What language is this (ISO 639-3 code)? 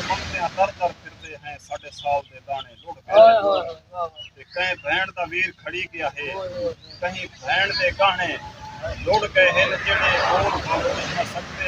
skr